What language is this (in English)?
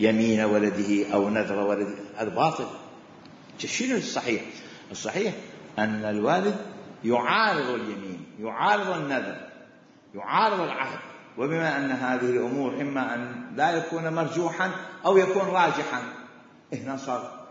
Mesopotamian Arabic